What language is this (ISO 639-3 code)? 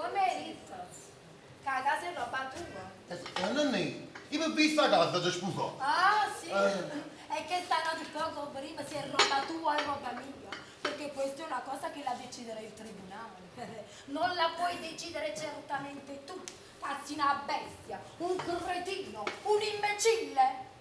nap